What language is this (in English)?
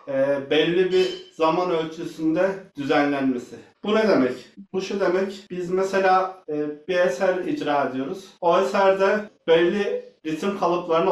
Turkish